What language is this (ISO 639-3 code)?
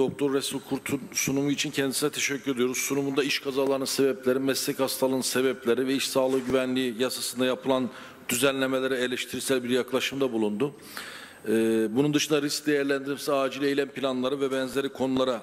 tur